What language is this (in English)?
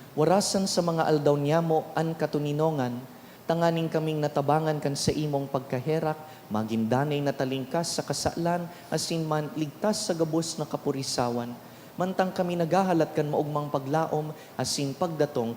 Bikol